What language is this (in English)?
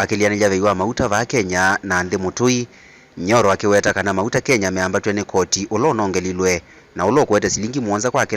Kamba